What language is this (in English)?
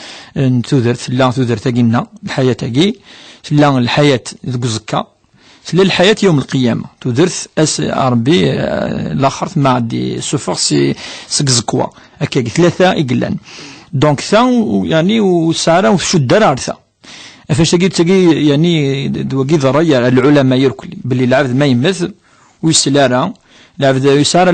Kabyle